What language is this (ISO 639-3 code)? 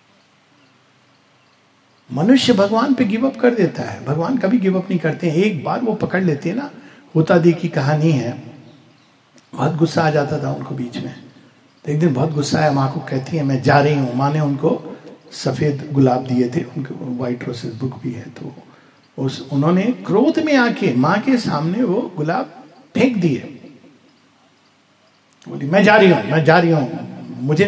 hin